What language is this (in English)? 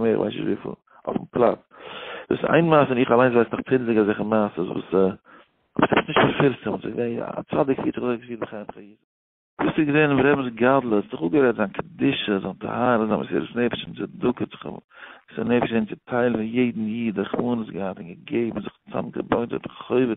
Yiddish